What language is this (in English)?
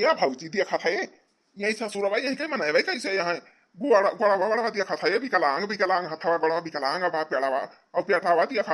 Awadhi